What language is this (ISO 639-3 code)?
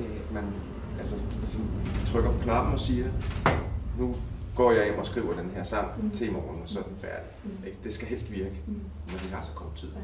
dan